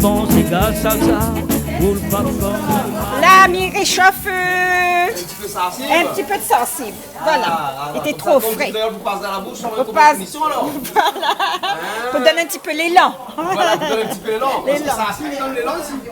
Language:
Réunion Creole French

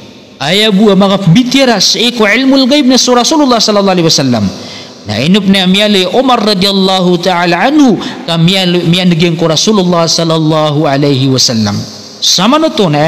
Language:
Maranao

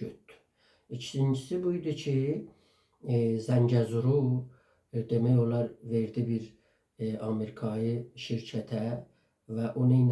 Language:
South Azerbaijani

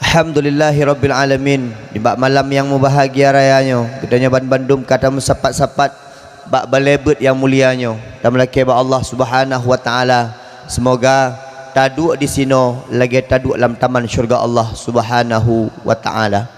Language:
Achinese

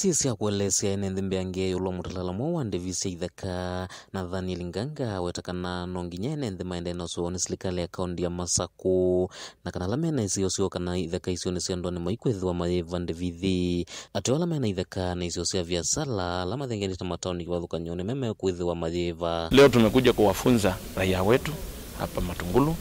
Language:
Kamba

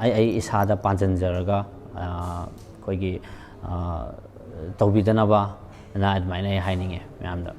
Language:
Manipuri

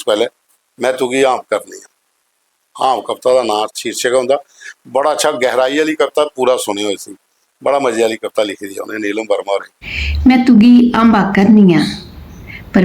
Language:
Dogri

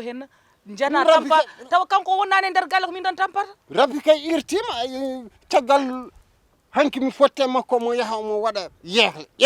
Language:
Fula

